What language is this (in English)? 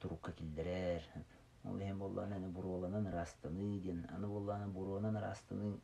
Yakut